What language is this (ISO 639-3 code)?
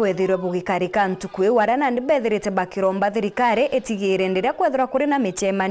mer